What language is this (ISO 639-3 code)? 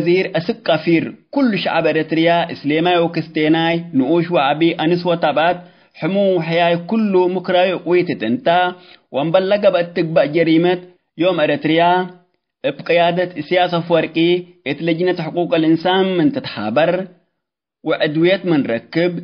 tig